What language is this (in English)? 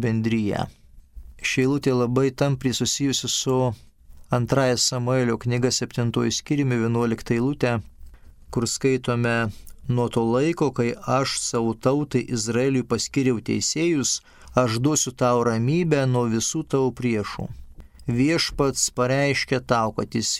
Lithuanian